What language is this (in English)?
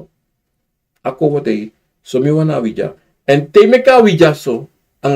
Sranan Tongo